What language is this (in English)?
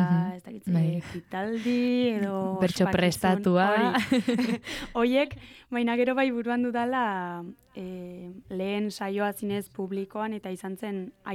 Basque